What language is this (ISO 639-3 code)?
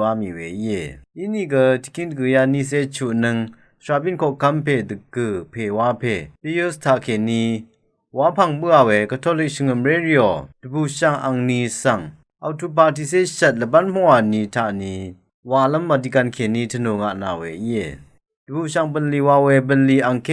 raw